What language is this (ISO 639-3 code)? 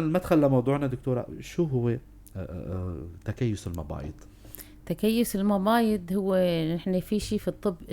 apc